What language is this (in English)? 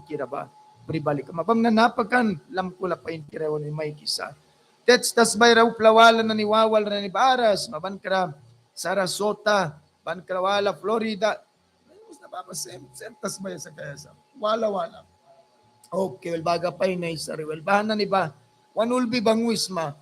Mískito